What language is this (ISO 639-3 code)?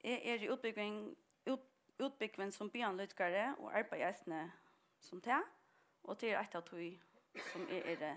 fao